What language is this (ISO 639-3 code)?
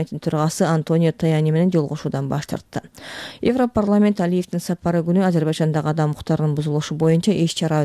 kir